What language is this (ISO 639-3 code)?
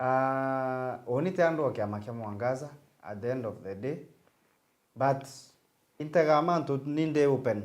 mer